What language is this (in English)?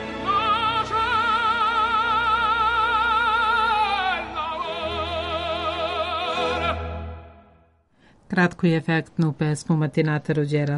Serbian